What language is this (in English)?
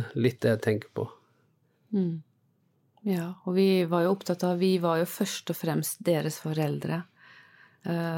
Norwegian